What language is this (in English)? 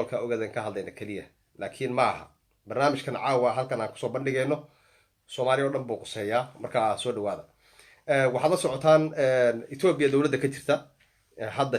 Somali